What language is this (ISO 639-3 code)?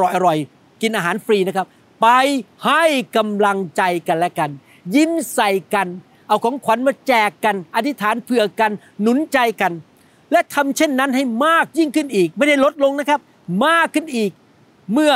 tha